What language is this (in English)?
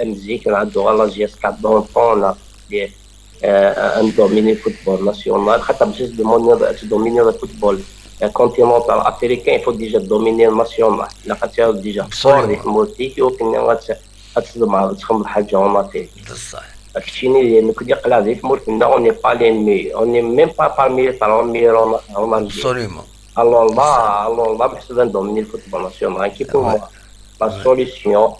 Kabyle